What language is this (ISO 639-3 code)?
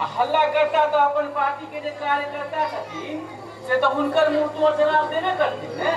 mai